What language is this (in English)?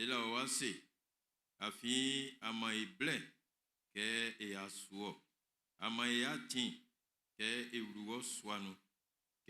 Baoulé